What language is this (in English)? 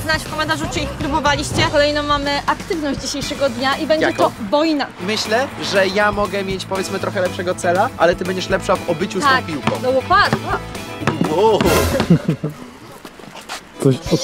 Polish